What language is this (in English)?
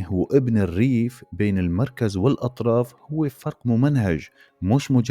North Levantine Arabic